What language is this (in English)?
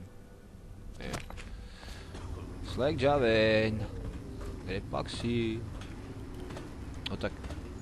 Czech